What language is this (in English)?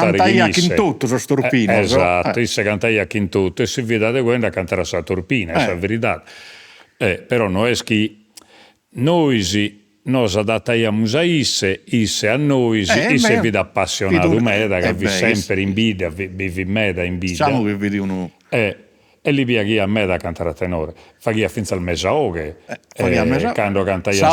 Sardinian